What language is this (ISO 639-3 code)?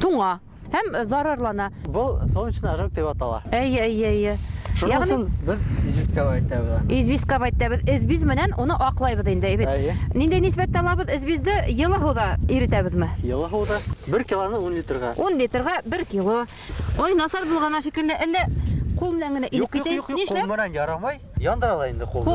bak